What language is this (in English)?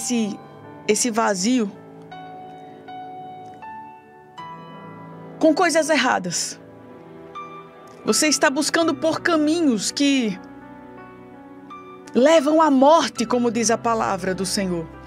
Portuguese